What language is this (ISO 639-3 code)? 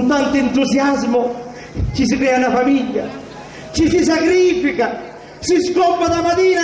scn